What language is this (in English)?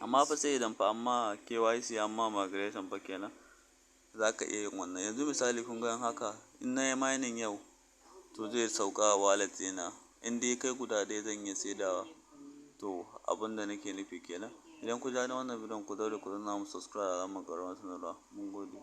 Hausa